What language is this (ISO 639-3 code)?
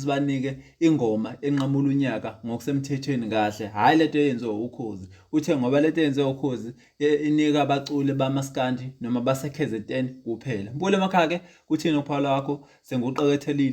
zul